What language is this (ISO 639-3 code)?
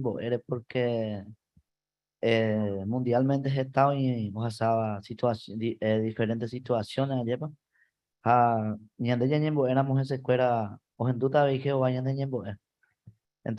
grn